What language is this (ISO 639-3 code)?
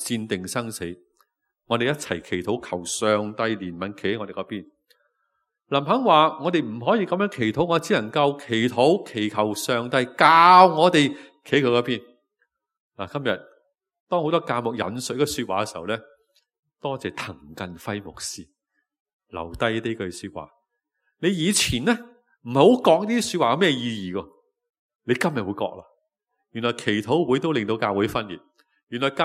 yue